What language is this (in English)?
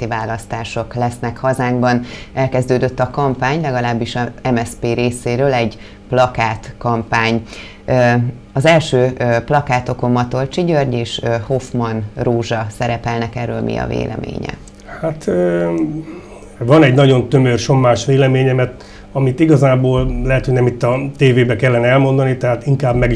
Hungarian